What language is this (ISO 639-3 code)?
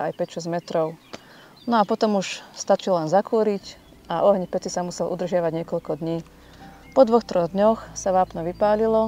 slk